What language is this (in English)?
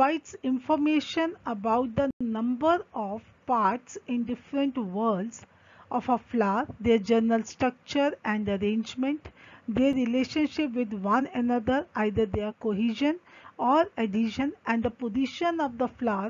English